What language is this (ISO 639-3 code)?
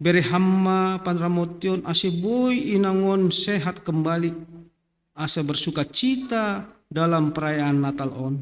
bts